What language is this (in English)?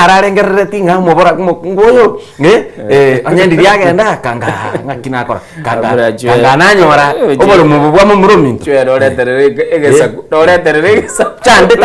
Gusii